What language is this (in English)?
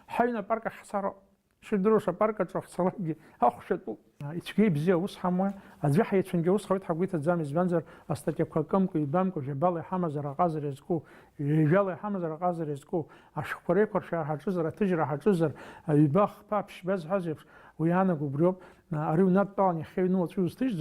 Abkhazian